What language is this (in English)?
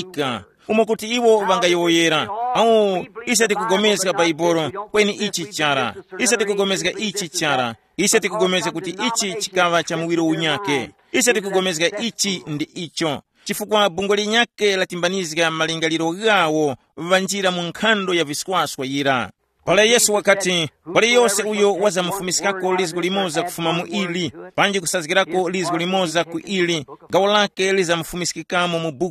Tumbuka